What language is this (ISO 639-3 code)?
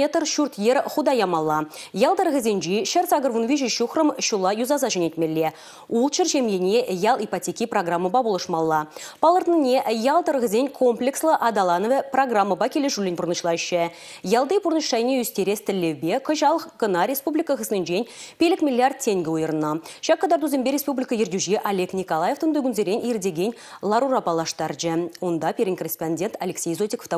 chv